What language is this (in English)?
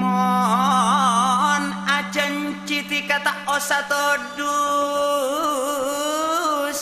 Madurese